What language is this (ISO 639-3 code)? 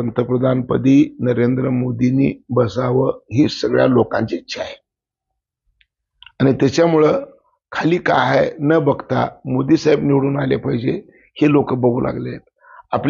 mar